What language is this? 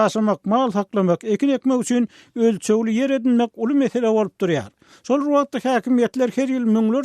Turkmen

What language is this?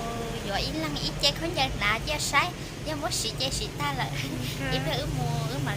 Hmong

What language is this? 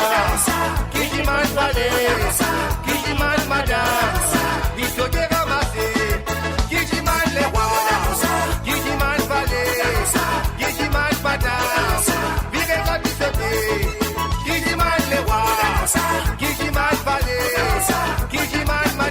Morisyen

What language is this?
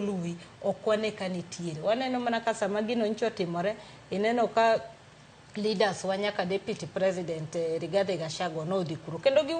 Luo (Kenya and Tanzania)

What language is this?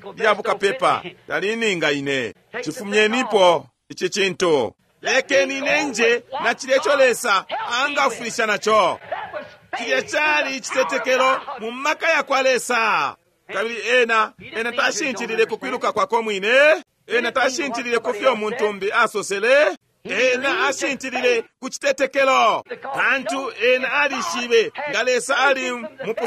Bemba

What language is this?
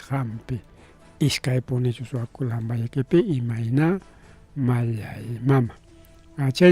Ayacucho Quechua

